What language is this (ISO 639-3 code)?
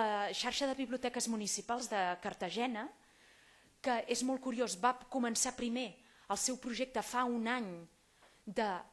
cat